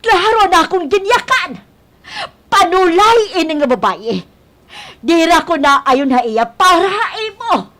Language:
Waray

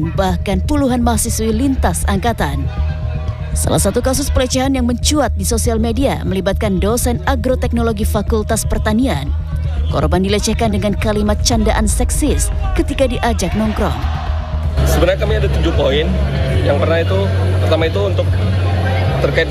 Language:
Indonesian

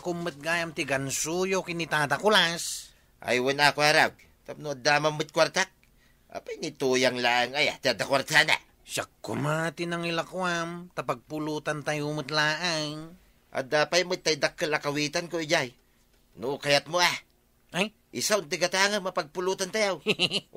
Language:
Iloko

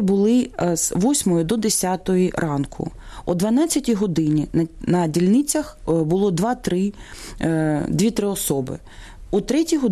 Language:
Ukrainian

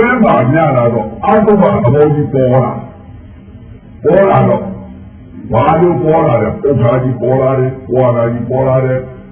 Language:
Burmese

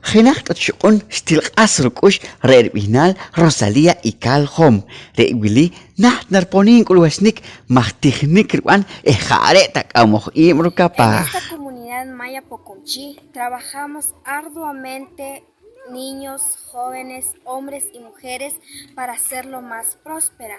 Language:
Poqomchi'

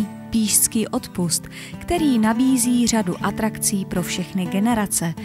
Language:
Czech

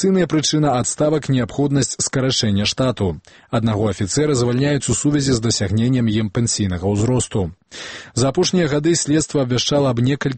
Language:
Belarusian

